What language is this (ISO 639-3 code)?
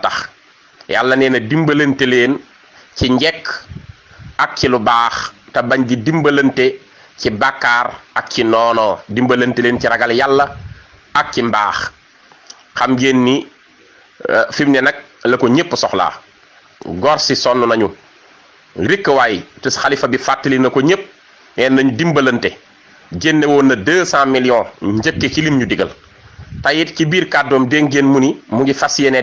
wol